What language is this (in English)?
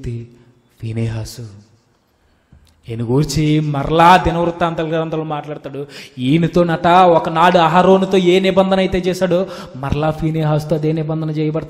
Telugu